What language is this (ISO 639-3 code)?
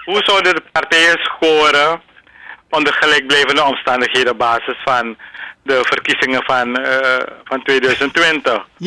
nld